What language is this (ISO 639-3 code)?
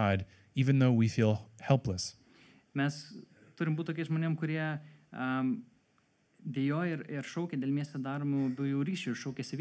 lit